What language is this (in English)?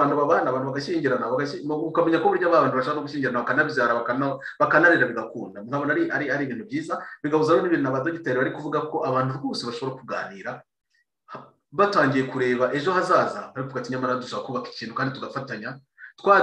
Kinyarwanda